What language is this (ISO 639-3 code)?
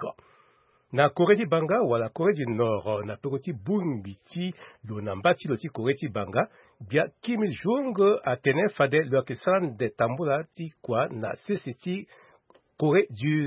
sag